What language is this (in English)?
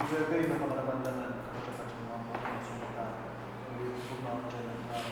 Pohnpeian